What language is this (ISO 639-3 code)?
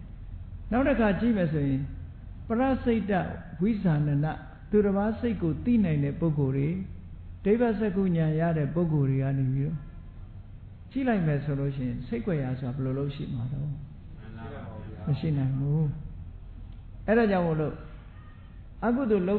mya